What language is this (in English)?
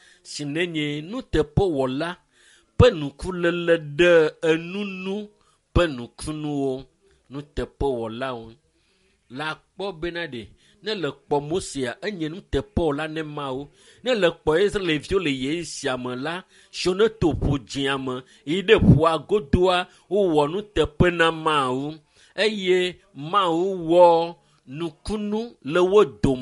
Ewe